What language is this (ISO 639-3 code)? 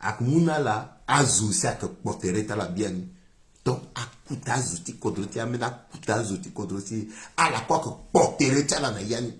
sag